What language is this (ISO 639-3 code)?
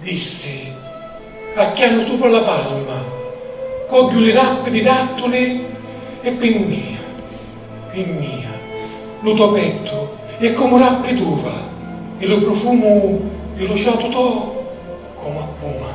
scn